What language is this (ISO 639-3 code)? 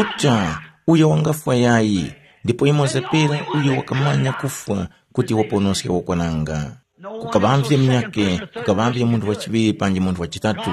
tum